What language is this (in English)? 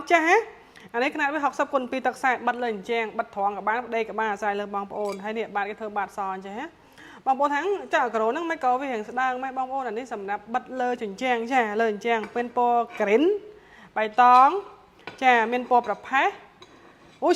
Khmer